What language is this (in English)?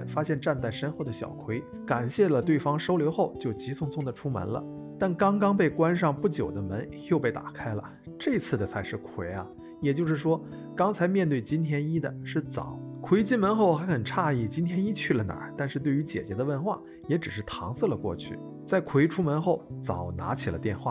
Chinese